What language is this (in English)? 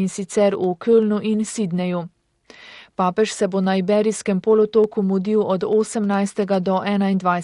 Slovenian